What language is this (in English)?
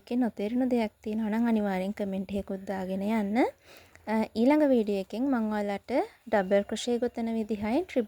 Sinhala